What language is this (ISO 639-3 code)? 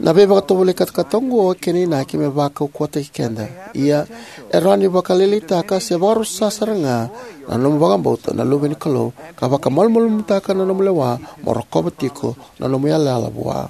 fij